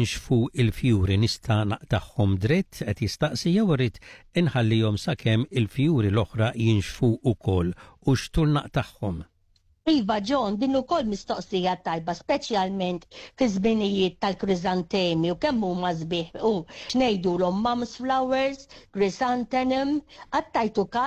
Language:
Maltese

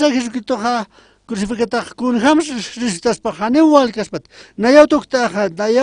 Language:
Aymara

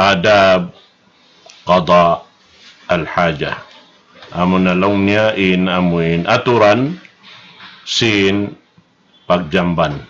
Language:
Tausug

